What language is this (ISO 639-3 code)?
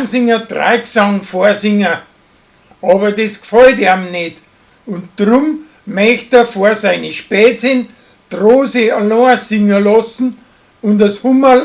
bar